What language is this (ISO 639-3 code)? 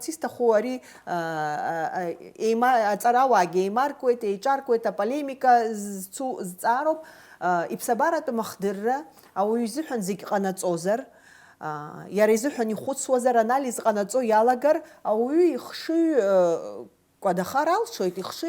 abk